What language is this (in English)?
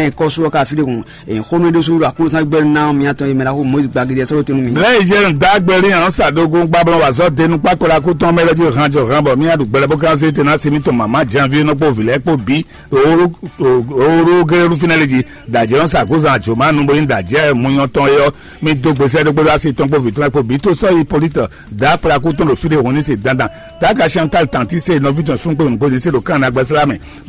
Fon